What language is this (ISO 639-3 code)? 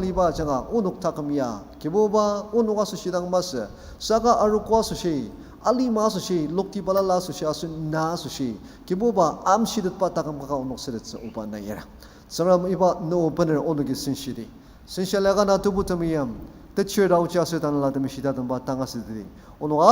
njo